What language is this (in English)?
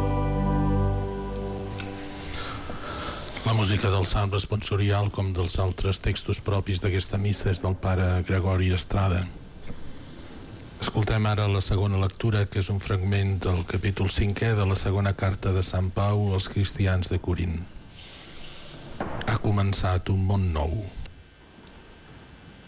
Catalan